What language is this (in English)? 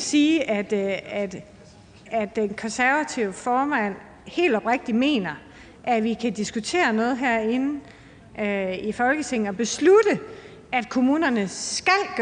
Danish